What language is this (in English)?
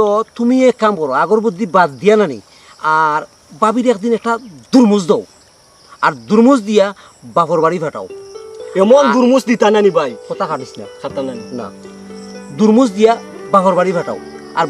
Sylheti